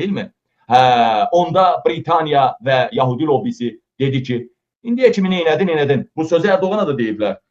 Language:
Azerbaijani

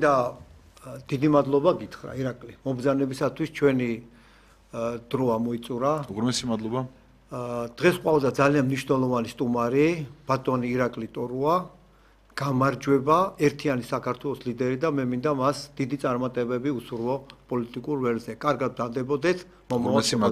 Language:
Georgian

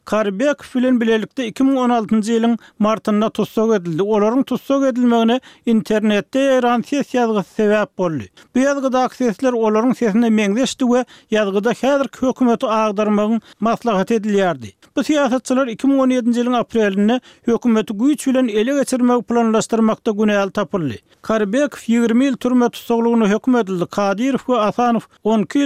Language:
Turkmen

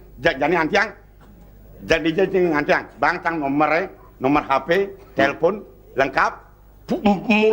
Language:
Balinese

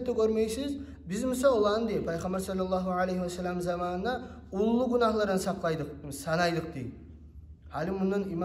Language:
Kumyk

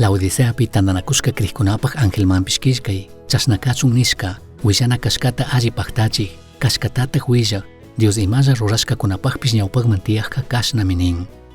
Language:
Chimborazo Highland Quichua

